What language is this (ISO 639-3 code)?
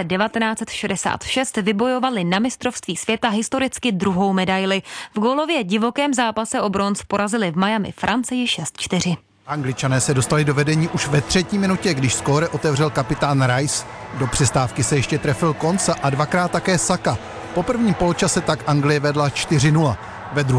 ces